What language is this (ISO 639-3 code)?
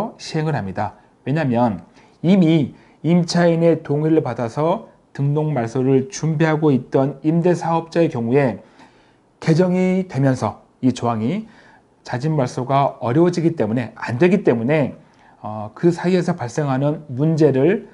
kor